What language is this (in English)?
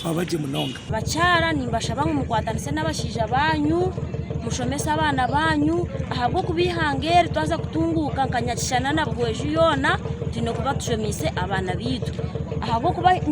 Nyankole